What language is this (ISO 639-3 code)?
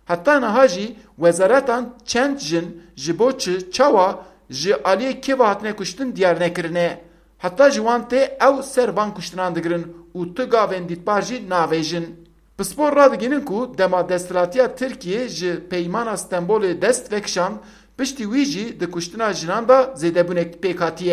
kur